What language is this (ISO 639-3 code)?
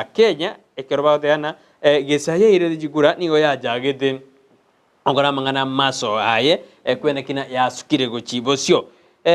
guz